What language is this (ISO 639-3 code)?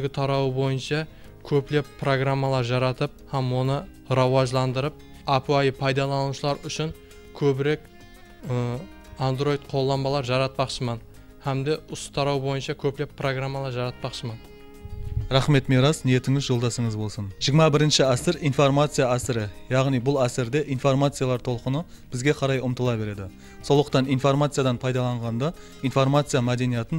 kaa